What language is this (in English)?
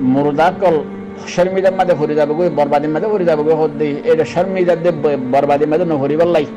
Rohingya